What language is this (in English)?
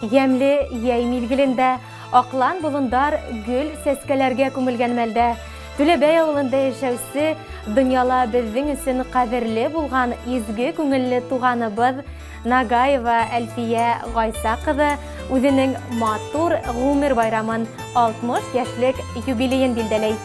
Bashkir